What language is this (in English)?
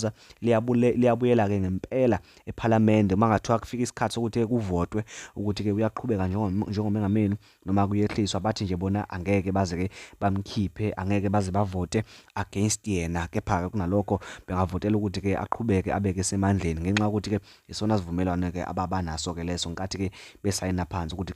Zulu